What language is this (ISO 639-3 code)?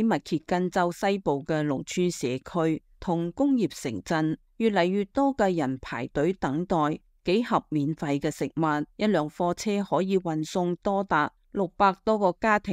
yue